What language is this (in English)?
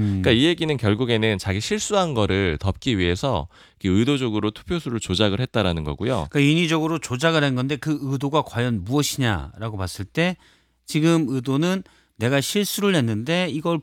Korean